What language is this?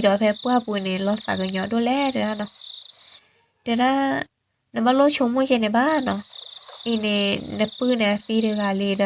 S'gaw Karen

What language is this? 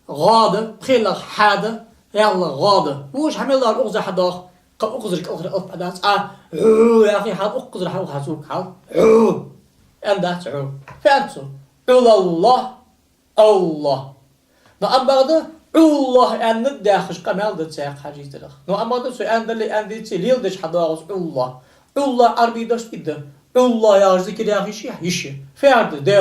Ingush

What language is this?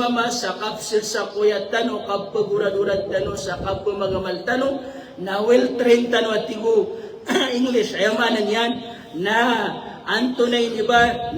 Maranao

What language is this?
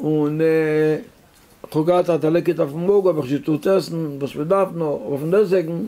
Yiddish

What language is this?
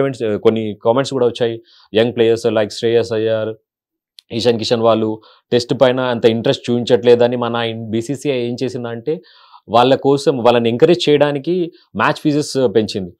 Telugu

